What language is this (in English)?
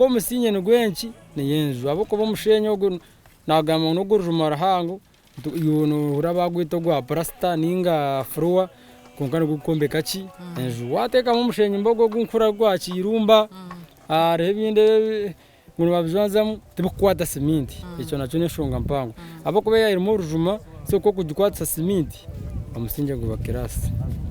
Nyankole